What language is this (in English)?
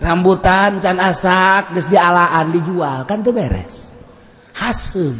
Sundanese